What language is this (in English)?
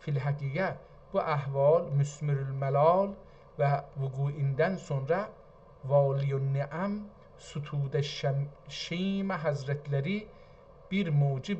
South Azerbaijani